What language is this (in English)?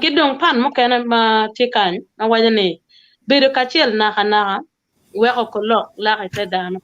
Acoli